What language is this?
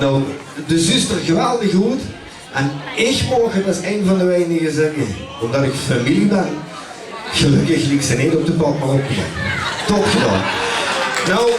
Limburgish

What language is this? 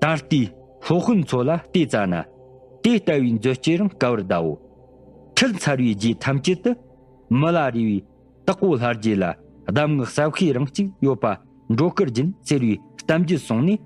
Tibetan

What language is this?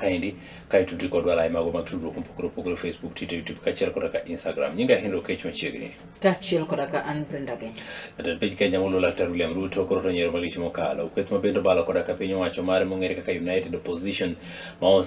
Luo (Kenya and Tanzania)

